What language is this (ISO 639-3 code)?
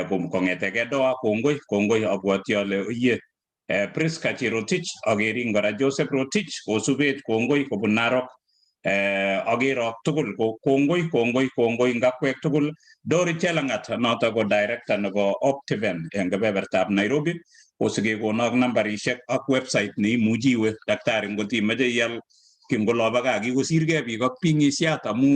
kln